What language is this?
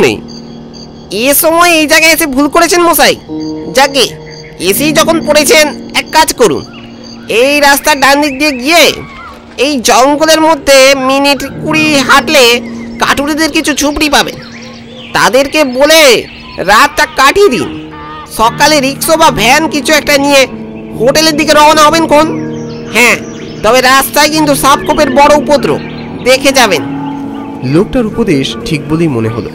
Bangla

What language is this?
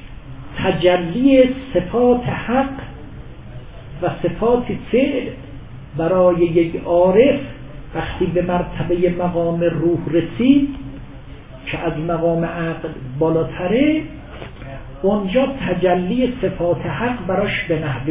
Persian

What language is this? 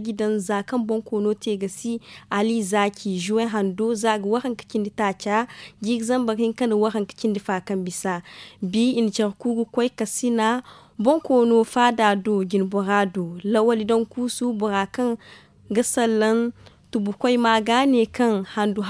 Zarma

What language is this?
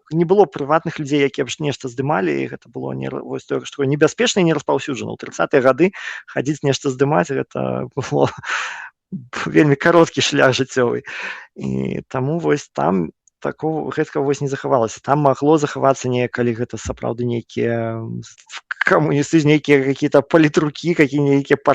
Belarusian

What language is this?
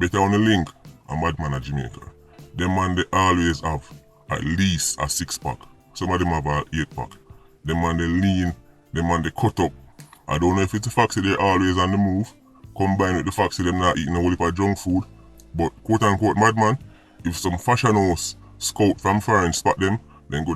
Jamaican Creole English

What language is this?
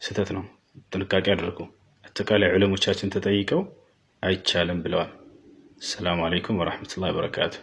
Amharic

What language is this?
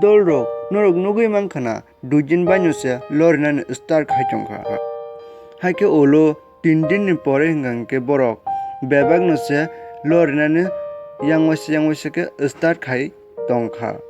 Kok Borok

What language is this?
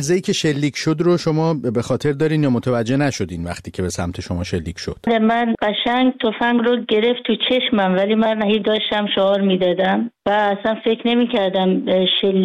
Persian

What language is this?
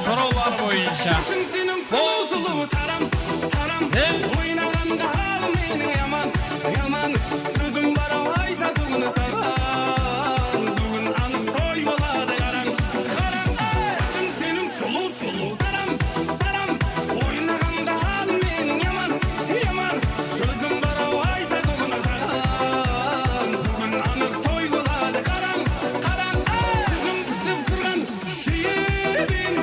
Kara-Kalpak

